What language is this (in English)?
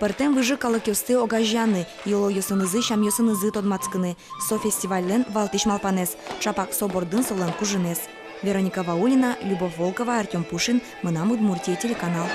Udmurt